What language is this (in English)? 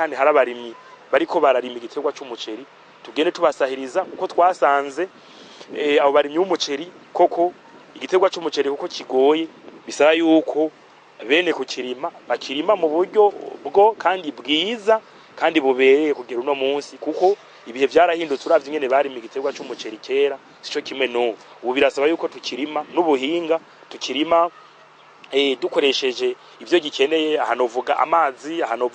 Rundi